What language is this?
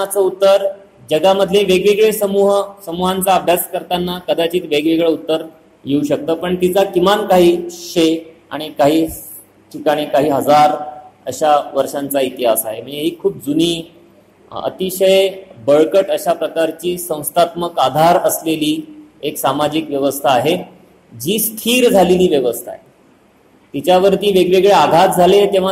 Marathi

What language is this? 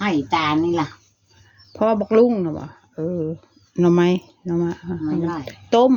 Northeastern Thai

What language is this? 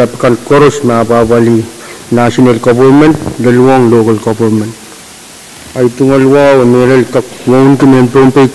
Pohnpeian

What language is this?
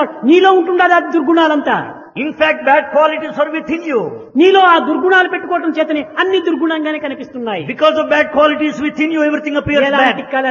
Telugu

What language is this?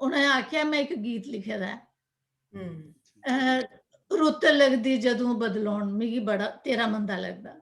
Dogri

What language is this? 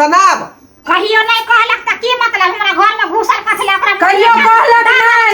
Maithili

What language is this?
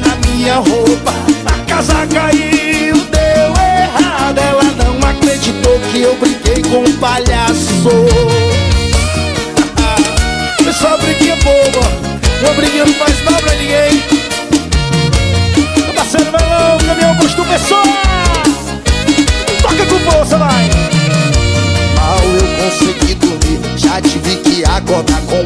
Portuguese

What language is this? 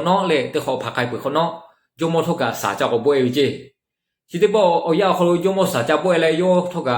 Lahu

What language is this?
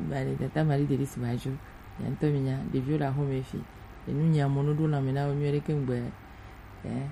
Gen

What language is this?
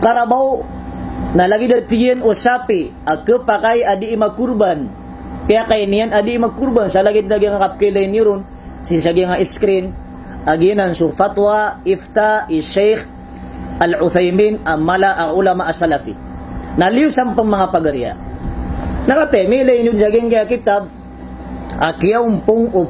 Maranao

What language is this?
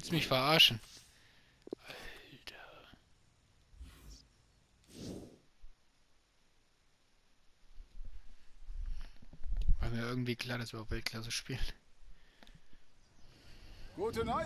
German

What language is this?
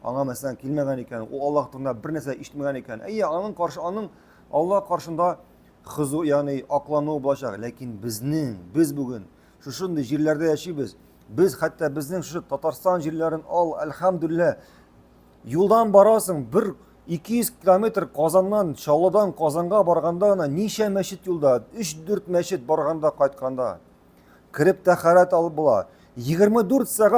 Tatar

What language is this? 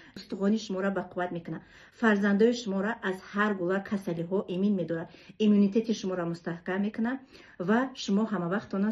Tajik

